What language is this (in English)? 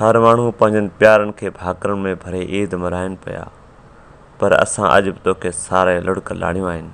Sindhi